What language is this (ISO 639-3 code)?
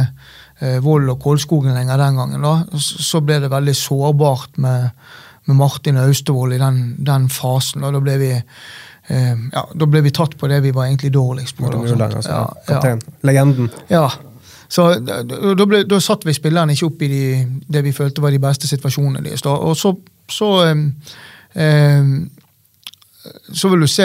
nor